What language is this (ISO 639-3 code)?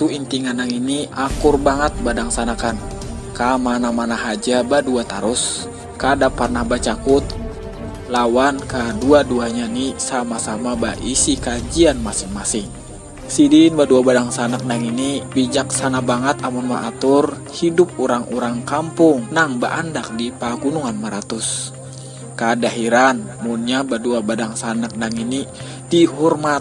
bjn